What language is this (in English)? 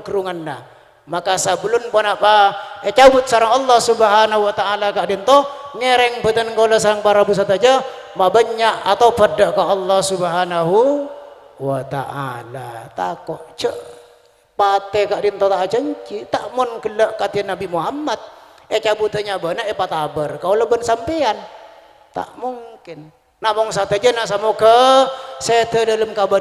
Madurese